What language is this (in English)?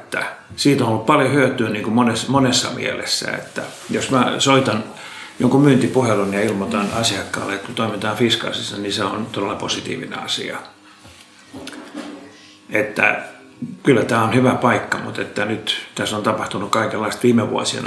Finnish